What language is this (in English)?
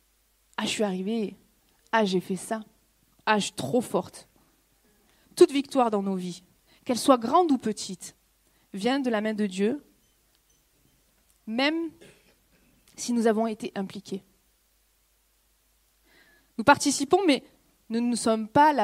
French